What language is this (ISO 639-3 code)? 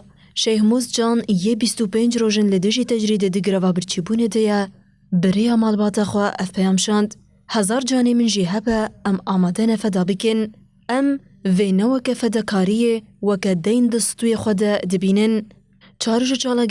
kur